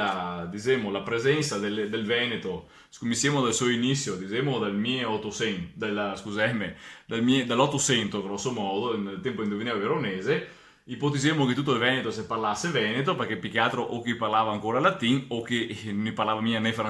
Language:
Venetian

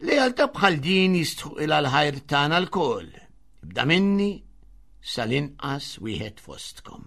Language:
Maltese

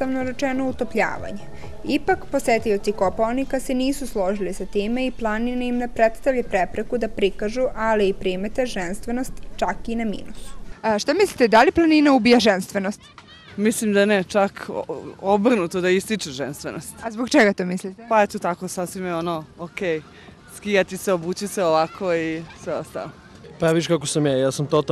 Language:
Serbian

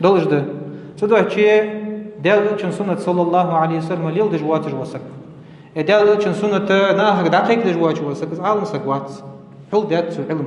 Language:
Ingush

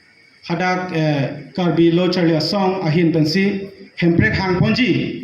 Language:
Karbi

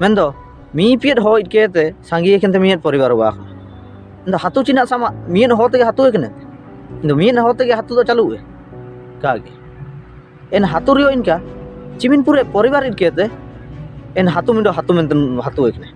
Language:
Ho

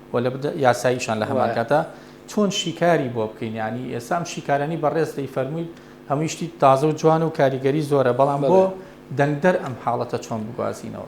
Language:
Central Kurdish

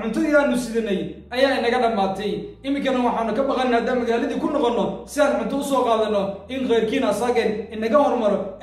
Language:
Somali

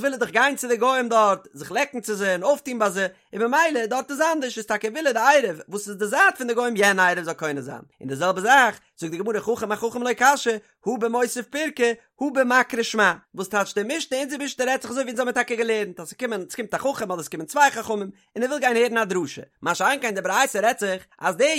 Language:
Yiddish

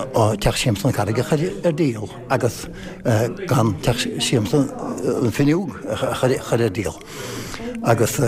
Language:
Irish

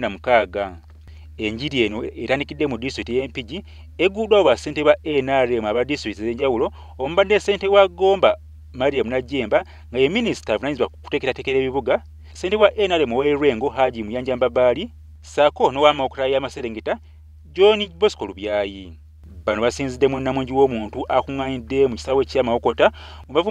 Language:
Ganda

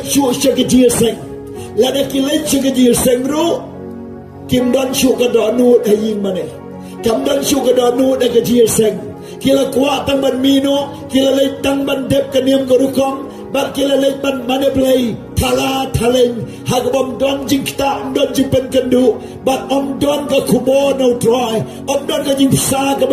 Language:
Khasi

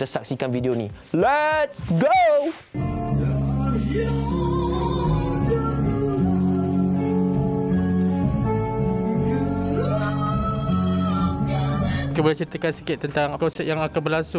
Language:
Malay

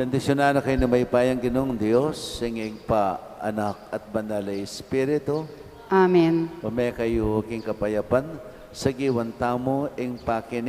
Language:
Pampanga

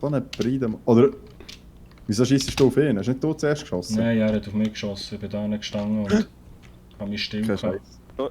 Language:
Swiss German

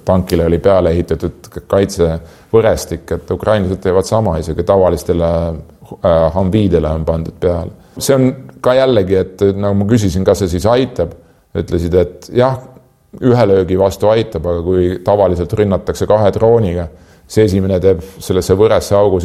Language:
Estonian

